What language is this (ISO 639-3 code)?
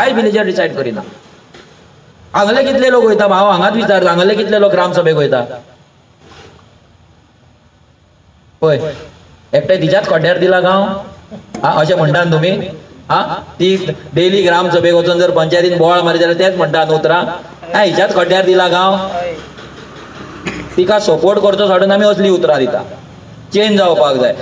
kok